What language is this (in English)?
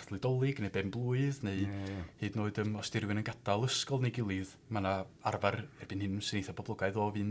Welsh